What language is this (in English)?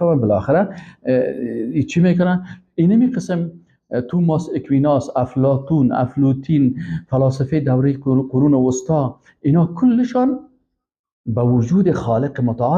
Persian